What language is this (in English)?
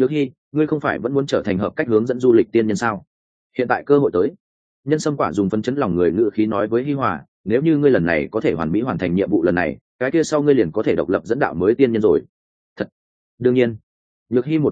Vietnamese